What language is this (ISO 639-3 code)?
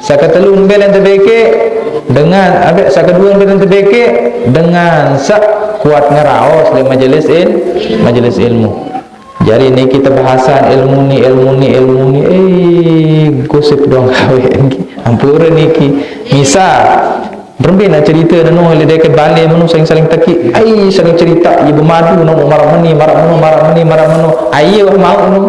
sas